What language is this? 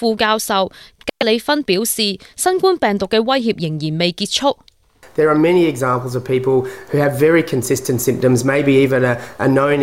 Cantonese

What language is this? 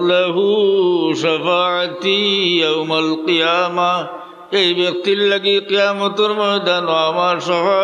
Sylheti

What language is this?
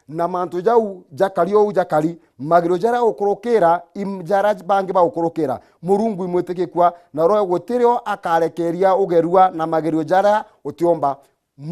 Meru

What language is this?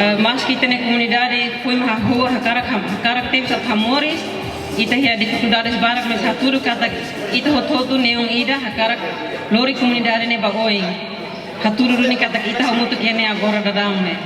Tetum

